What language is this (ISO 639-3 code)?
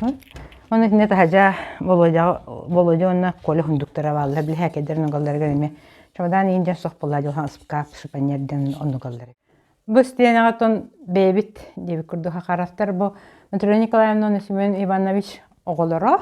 sah